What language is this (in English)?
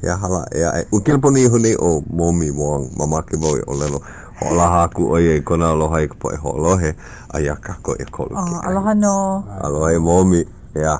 Hawaiian